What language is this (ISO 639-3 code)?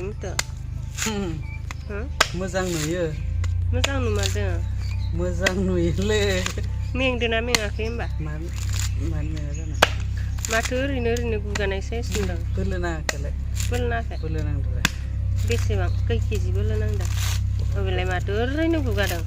brx